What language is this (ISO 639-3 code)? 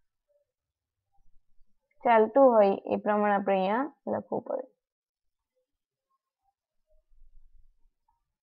guj